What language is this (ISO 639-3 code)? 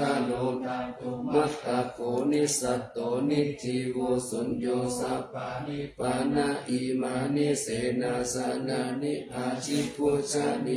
pli